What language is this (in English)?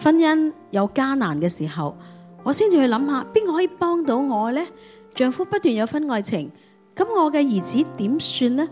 Cantonese